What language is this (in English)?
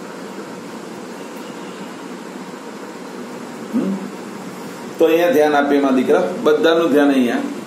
Gujarati